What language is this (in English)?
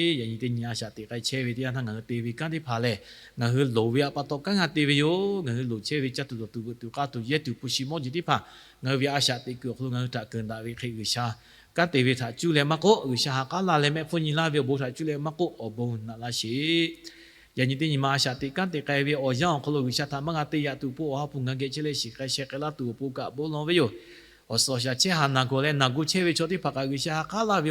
Lahu